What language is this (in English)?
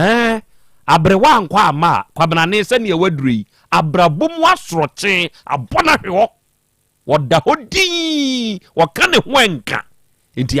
Akan